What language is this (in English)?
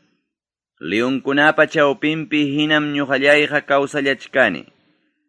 Ayacucho Quechua